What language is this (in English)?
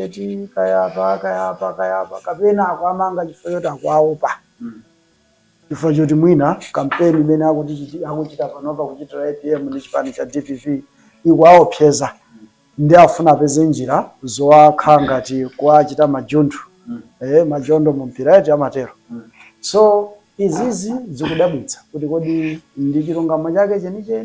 Nyanja